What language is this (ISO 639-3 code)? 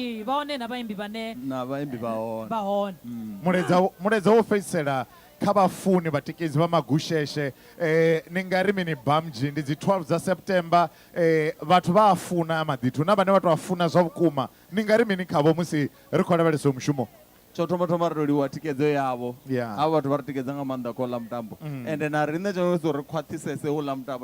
ven